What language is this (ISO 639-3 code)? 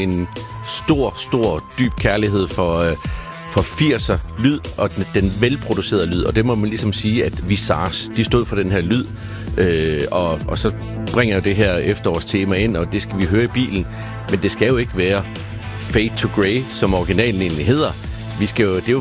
dan